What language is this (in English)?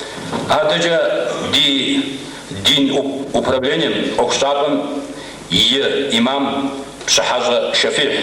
Kabardian